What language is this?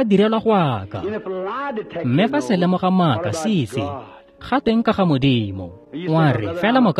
Tswana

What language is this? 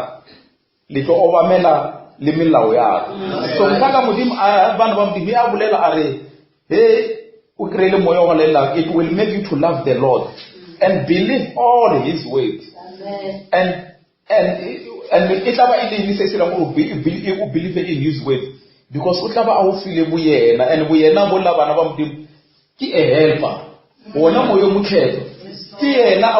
Northern Sotho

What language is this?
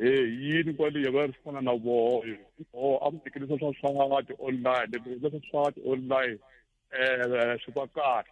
Tsonga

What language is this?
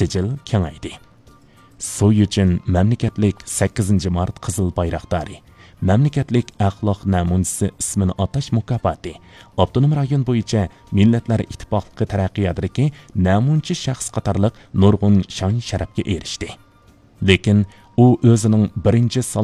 Uyghur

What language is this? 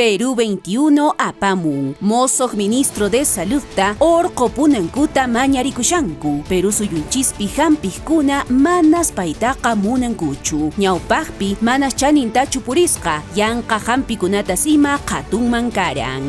Quechua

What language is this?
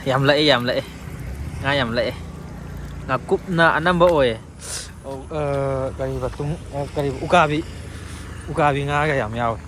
Manipuri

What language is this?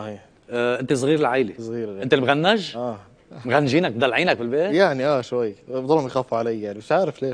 North Levantine Arabic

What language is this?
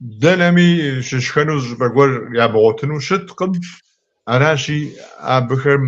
Kabardian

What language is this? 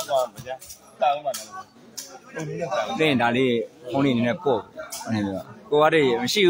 Burmese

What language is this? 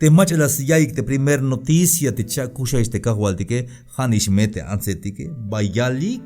Tzeltal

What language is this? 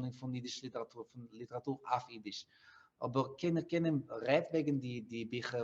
Yiddish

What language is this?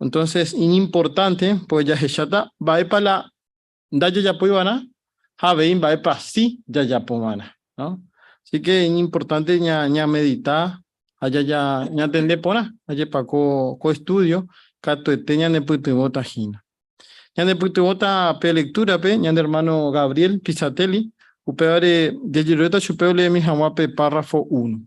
Guarani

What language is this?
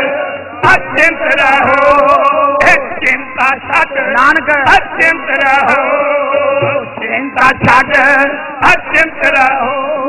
Punjabi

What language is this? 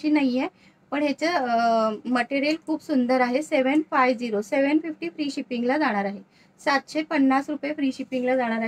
Marathi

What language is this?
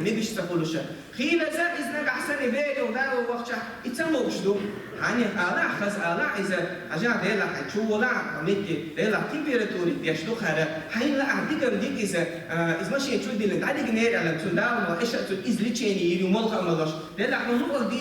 Chechen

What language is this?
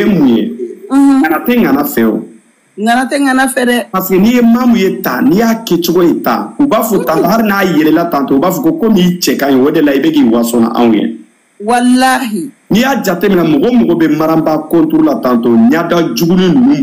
Bambara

